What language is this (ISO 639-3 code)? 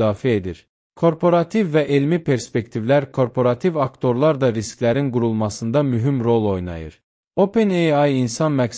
aze